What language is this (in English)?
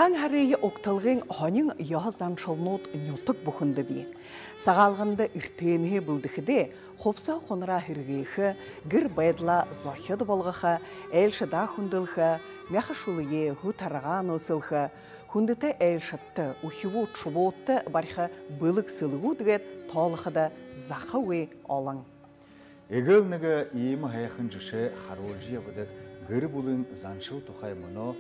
Buriat